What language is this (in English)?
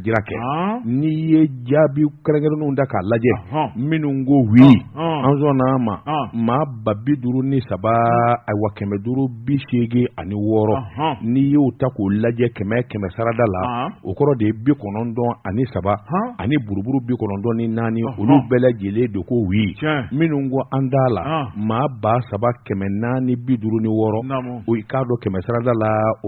Bambara